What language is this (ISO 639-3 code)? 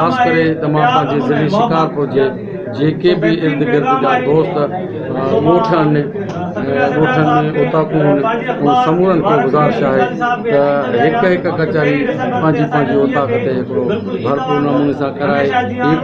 snd